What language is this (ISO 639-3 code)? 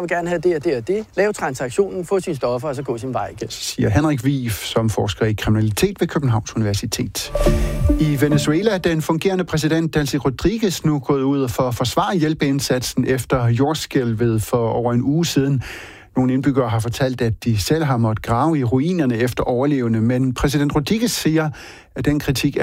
dan